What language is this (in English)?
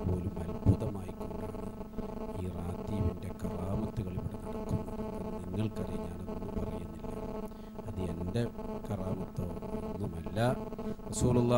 Malayalam